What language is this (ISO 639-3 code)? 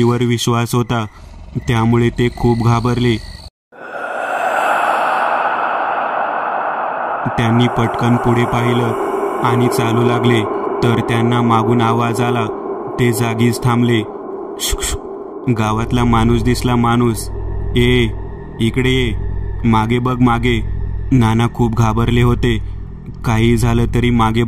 mar